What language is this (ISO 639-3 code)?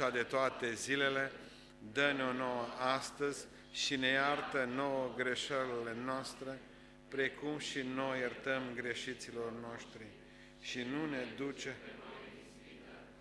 ron